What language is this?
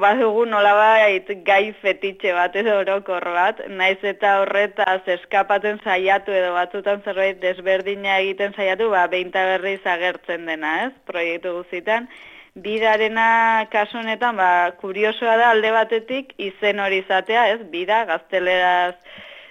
Basque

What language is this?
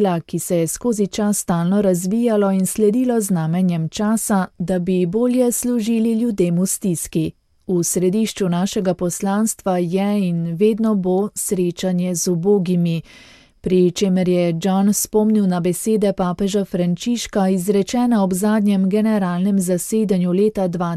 Slovenian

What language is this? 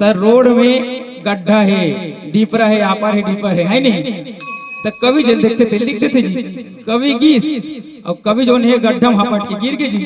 Chhattisgarhi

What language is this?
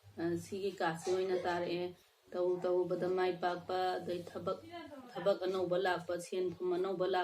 Manipuri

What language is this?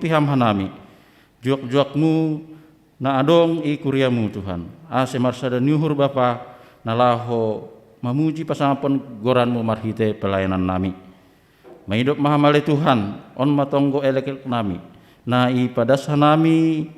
Batak Simalungun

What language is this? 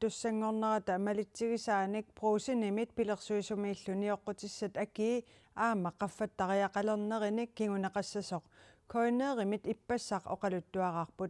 Kalaallisut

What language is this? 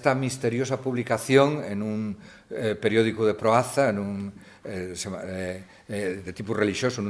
Asturian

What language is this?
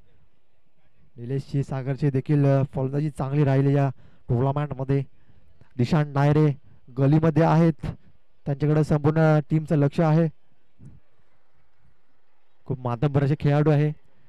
Marathi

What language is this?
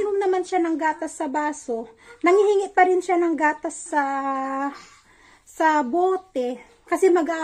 Filipino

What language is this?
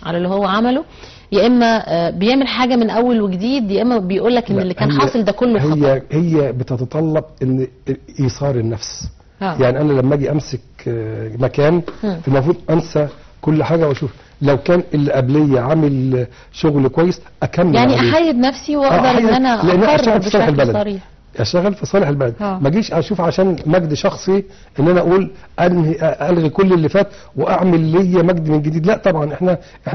Egyptian Arabic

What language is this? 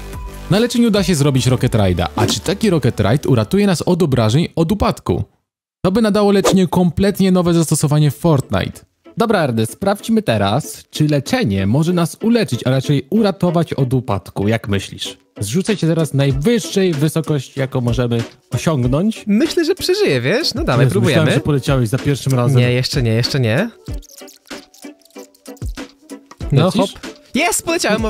Polish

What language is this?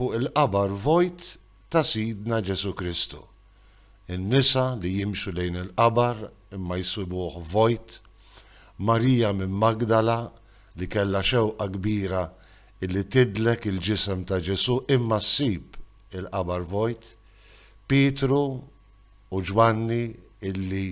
Maltese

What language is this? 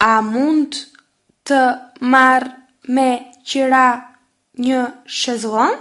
Albanian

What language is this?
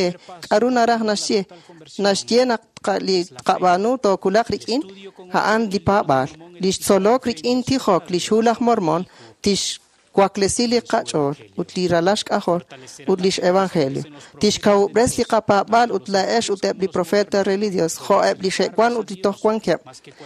Kekchí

